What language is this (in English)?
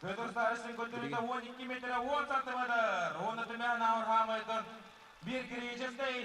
Yakut